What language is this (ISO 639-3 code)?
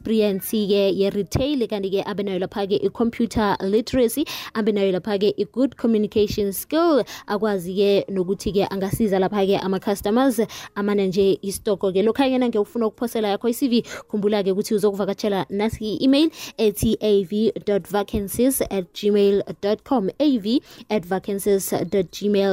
nbl